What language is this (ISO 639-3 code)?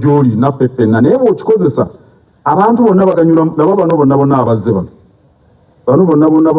lug